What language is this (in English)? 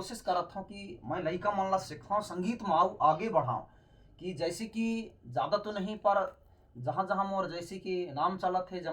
Chhattisgarhi